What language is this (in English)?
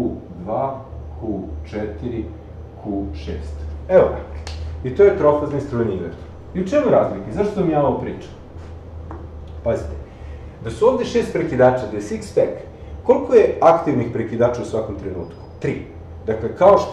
Serbian